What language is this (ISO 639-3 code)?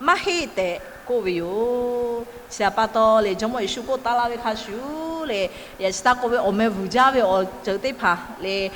lhu